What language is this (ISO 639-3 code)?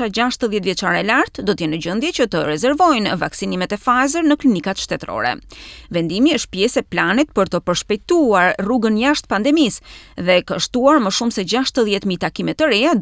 sqi